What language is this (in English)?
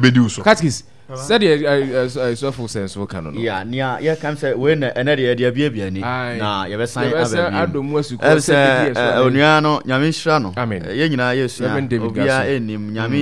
Akan